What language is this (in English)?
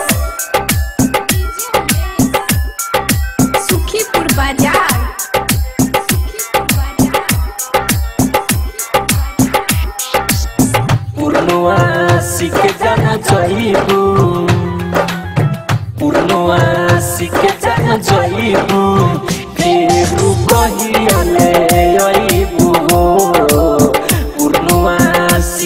Bhojpuri